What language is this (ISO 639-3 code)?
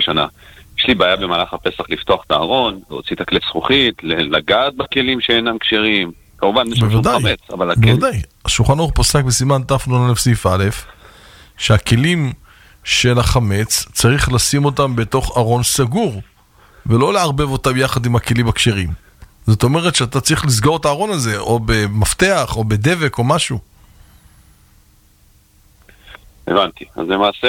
heb